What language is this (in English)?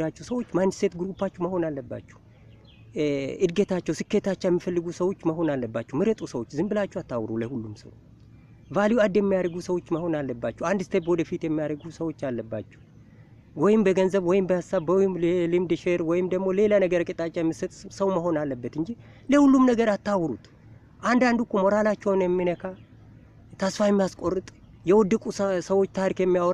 Amharic